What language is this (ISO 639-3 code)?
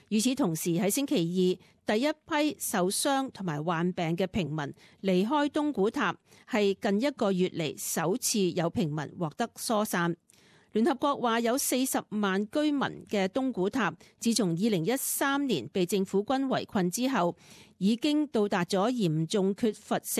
yue